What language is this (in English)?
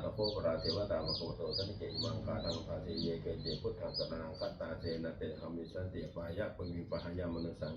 Pali